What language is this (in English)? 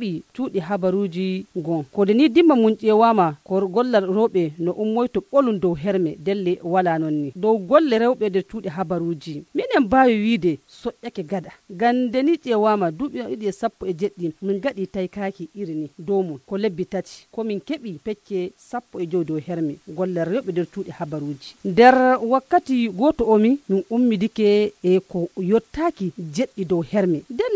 Nigerian Fulfulde